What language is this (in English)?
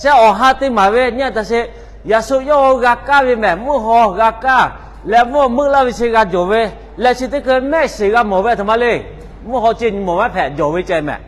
Lahu